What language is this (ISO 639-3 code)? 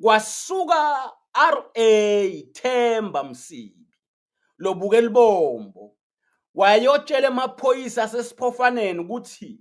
ssw